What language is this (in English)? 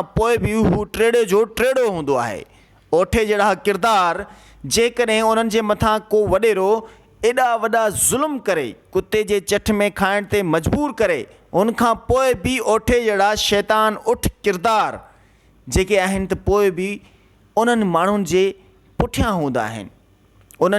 Sindhi